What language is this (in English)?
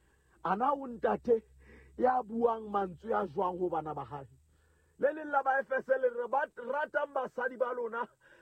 Southern Sotho